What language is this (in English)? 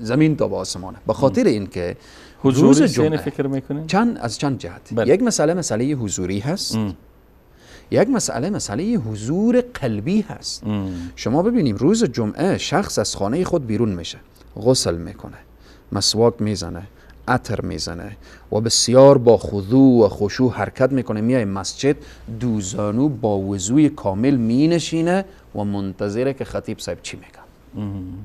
Persian